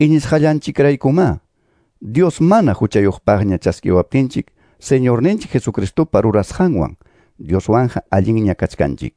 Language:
Quechua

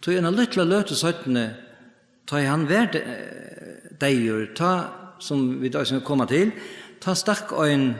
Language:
Faroese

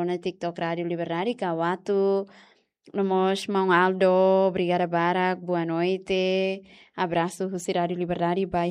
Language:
Tetum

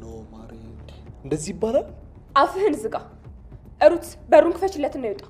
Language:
Amharic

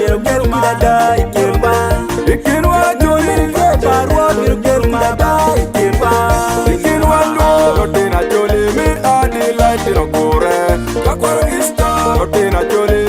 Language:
Acoli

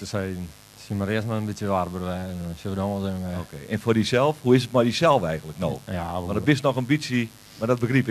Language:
Western Frisian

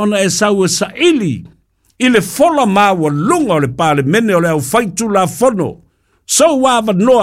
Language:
Samoan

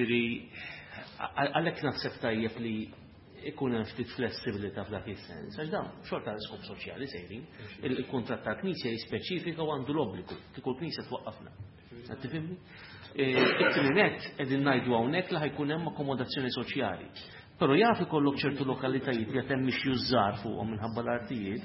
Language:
Maltese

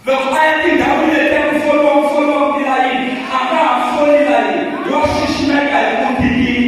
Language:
Tsonga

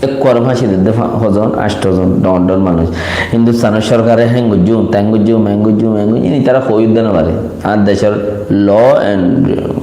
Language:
Rohingya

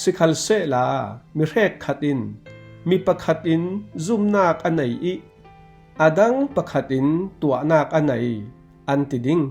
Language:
Falam Chin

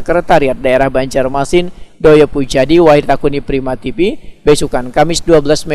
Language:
Banjar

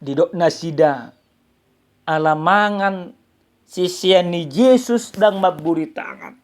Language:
Batak Toba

